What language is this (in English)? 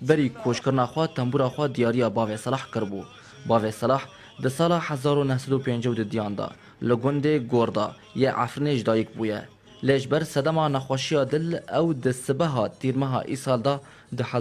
Kurdish